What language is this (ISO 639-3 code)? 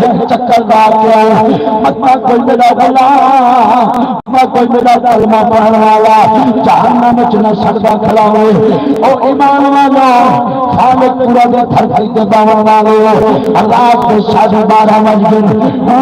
skr